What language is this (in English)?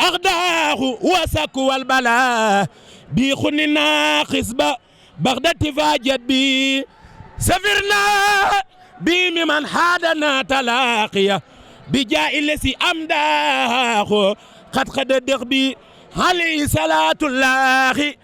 Fula